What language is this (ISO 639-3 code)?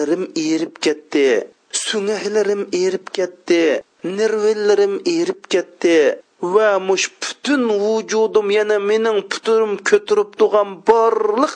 uig